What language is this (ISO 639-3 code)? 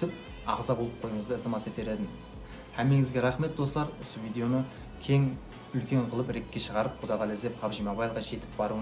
kaa